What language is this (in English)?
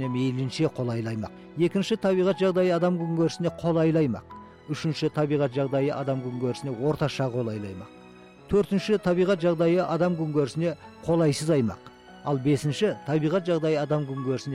Kazakh